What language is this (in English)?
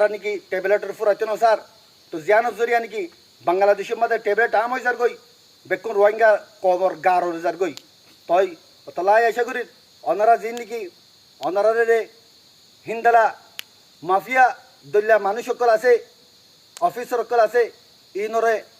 Rohingya